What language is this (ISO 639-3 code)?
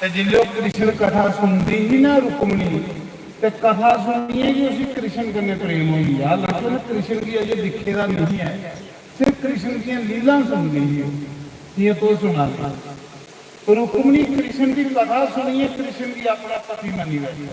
doi